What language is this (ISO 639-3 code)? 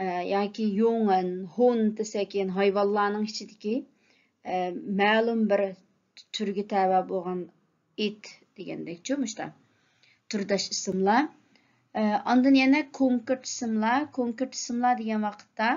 uig